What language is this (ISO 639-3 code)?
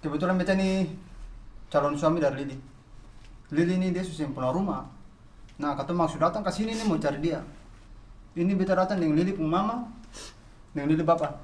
abs